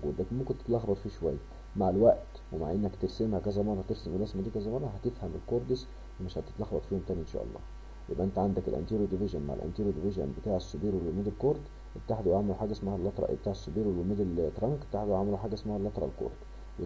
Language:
Egyptian Arabic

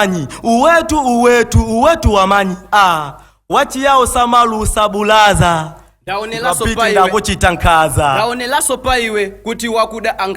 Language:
Nyanja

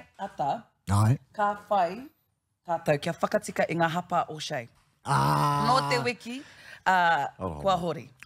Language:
Māori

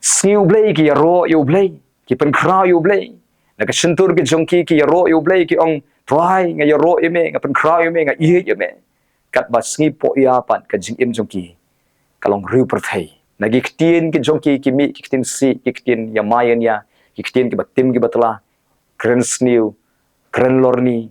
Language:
Khasi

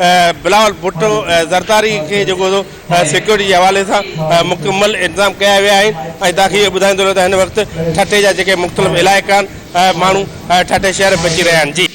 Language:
Sindhi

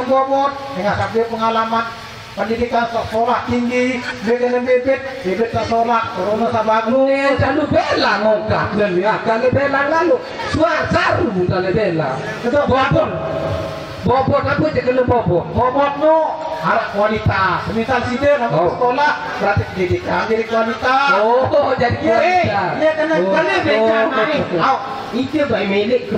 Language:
Sasak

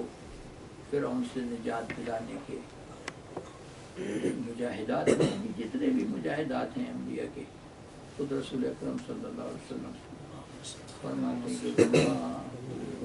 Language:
Urdu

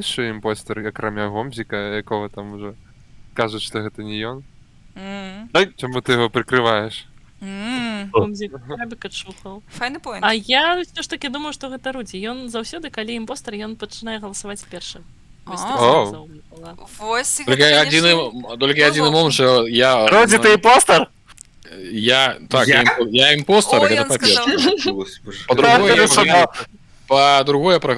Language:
Belarusian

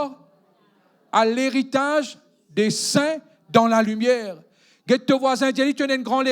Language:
Morisyen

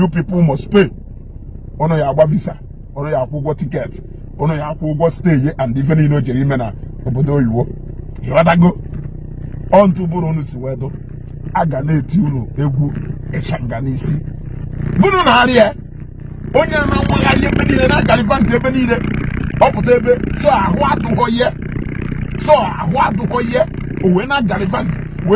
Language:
Igbo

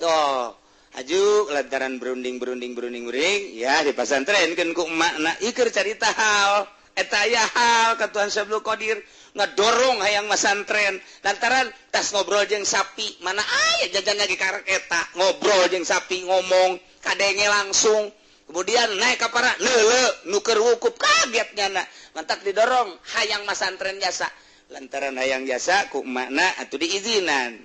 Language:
Sundanese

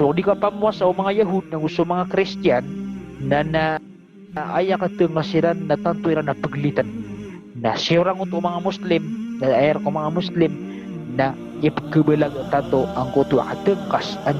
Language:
Maranao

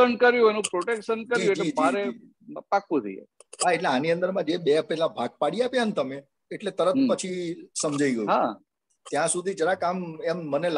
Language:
Gujarati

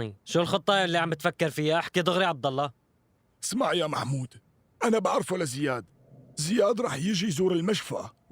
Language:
North Levantine Arabic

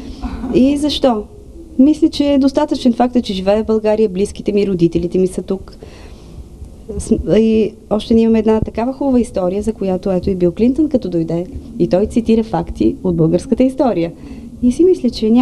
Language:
Bulgarian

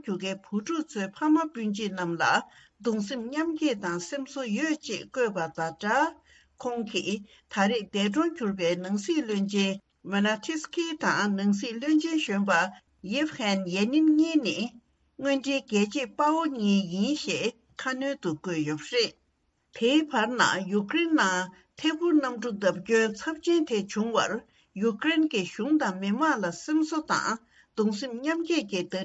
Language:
Tibetan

